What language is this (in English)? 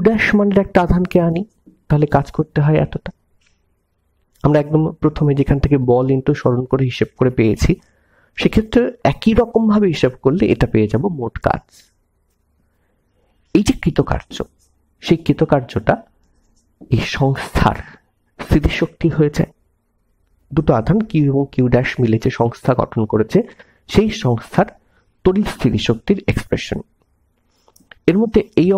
Bangla